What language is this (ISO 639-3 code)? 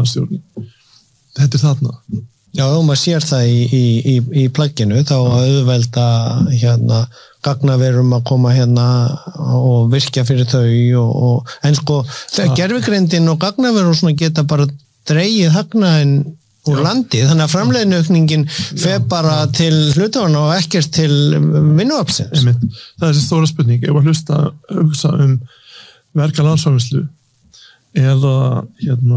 isl